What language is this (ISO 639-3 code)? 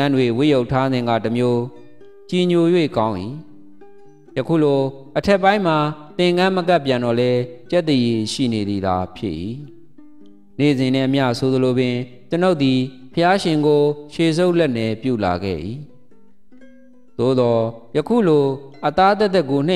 mya